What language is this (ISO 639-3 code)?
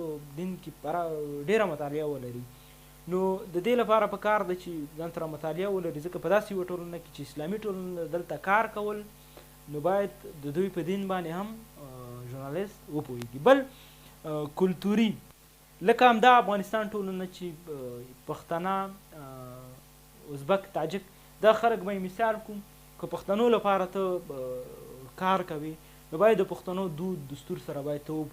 pus